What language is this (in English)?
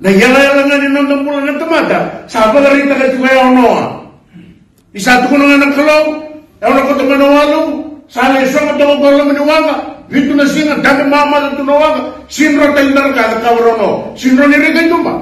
Fijian